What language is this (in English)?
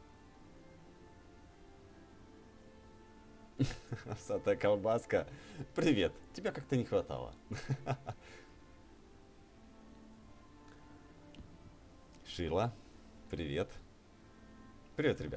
Russian